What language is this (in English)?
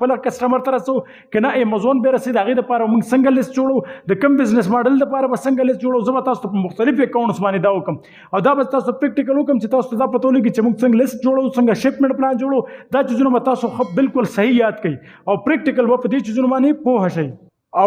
Pashto